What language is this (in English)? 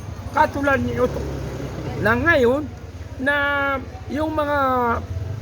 Maranao